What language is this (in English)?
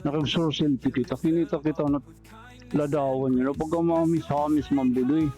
Waray